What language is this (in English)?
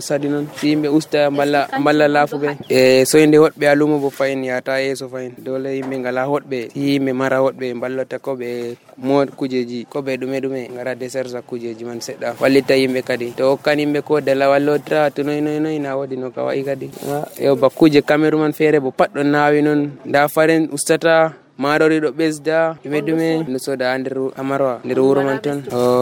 Nigerian Fulfulde